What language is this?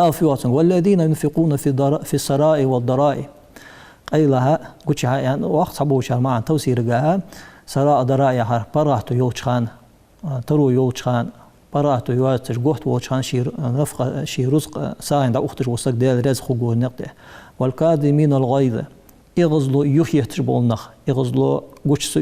Ingush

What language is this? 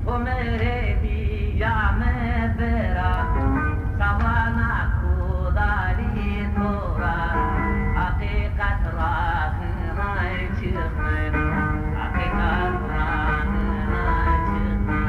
Zaza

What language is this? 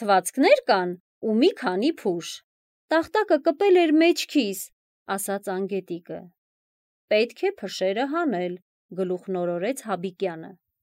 Armenian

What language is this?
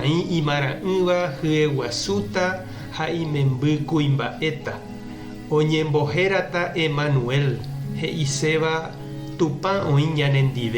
Guarani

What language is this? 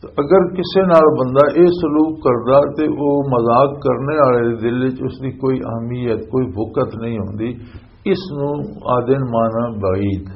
Western Panjabi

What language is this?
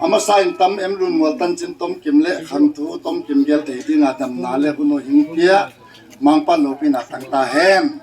Tedim Chin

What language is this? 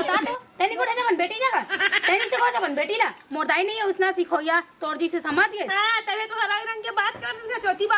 Chhattisgarhi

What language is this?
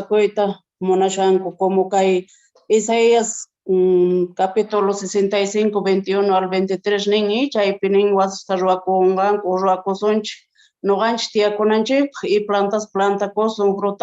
Quechua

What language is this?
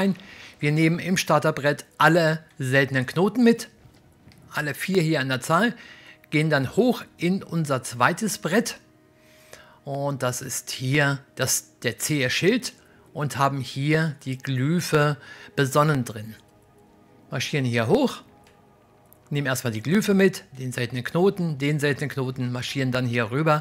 German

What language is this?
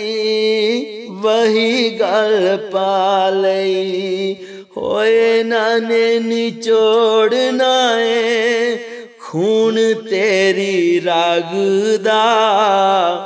Punjabi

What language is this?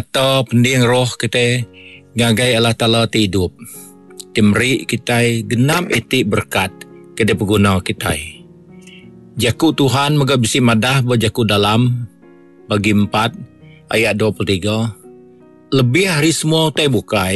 Iban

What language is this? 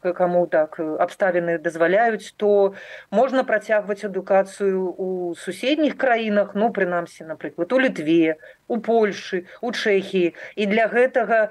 Belarusian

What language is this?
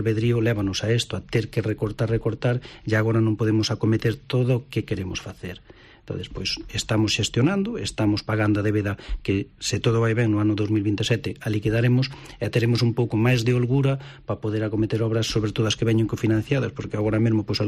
Galician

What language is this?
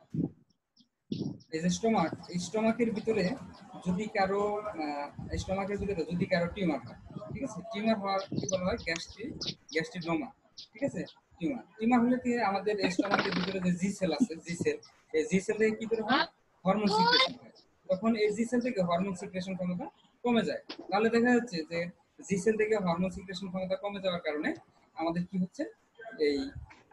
Bangla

